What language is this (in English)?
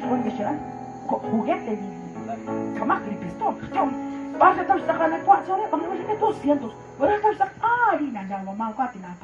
Kekchí